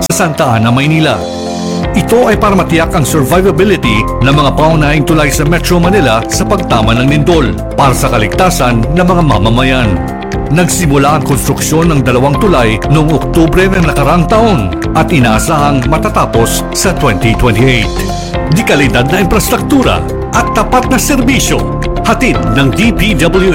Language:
Filipino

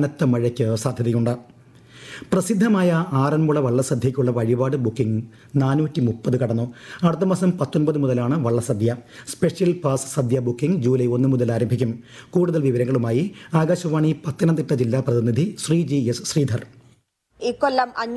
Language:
Malayalam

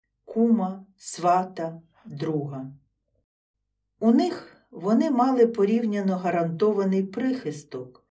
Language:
Ukrainian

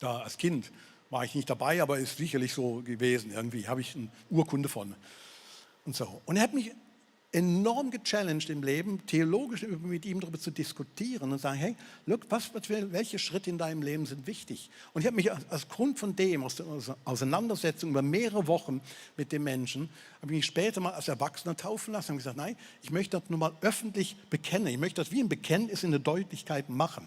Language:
Swiss German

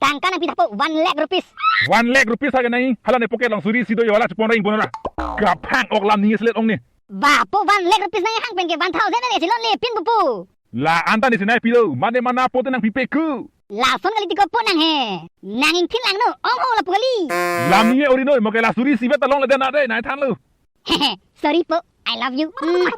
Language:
Karbi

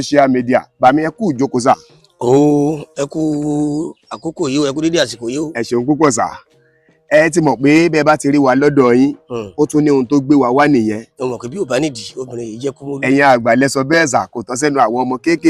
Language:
Yoruba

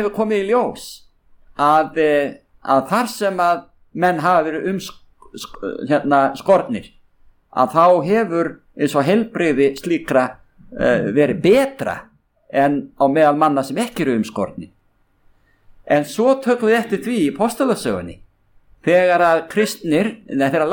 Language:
Icelandic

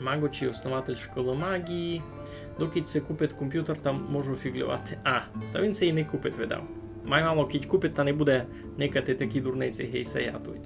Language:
Rusyn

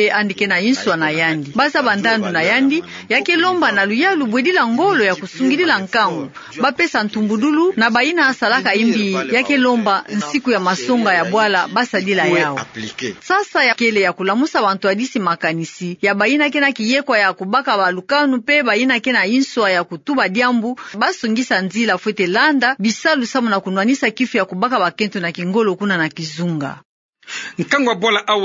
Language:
Kituba (Democratic Republic of Congo)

